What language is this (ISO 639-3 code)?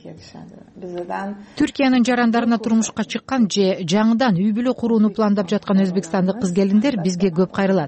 kir